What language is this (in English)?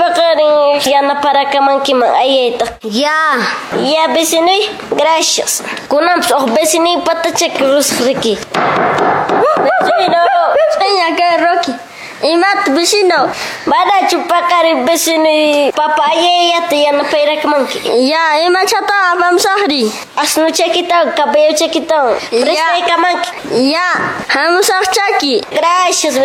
Quechua